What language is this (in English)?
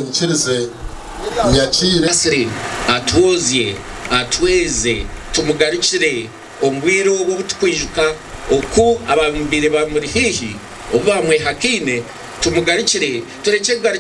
Nyankole